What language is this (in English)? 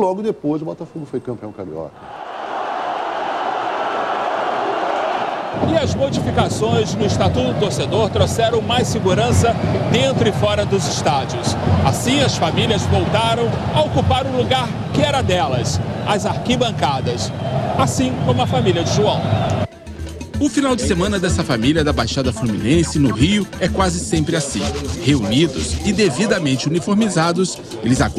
Portuguese